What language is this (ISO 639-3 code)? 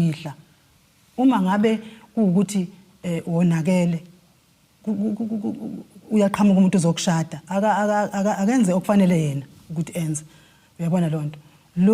zul